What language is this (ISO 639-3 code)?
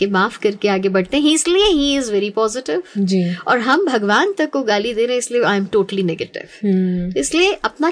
hin